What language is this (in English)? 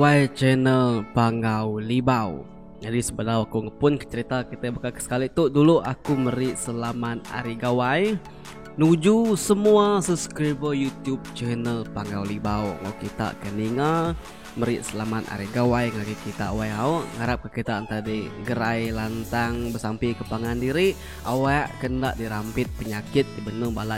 Iban